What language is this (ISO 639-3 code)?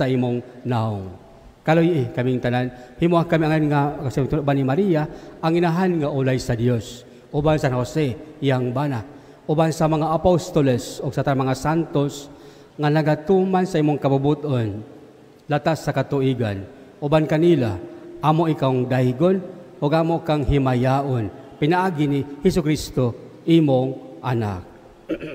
ceb